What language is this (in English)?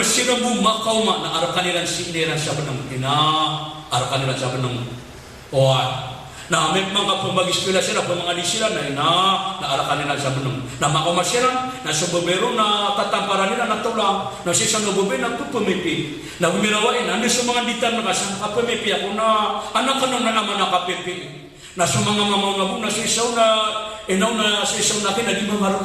Maranao